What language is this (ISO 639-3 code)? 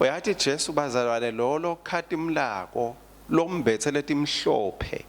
ssw